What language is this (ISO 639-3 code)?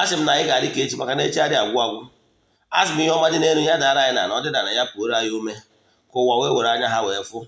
ibo